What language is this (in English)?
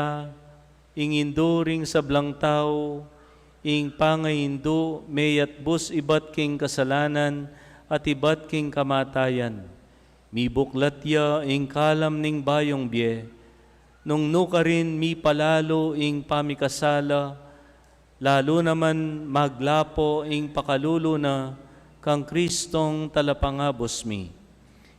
Pampanga